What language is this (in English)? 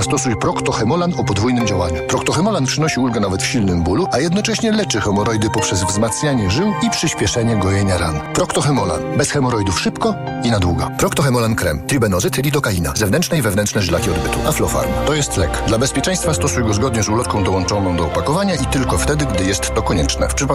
Polish